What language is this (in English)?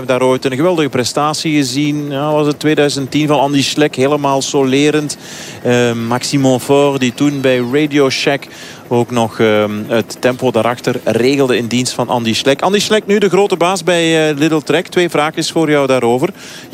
Dutch